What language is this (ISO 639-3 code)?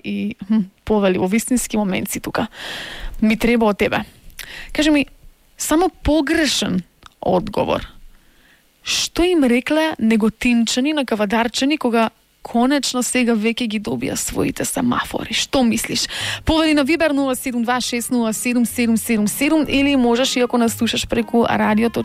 mkd